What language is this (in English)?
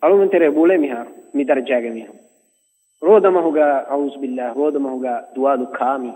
Divehi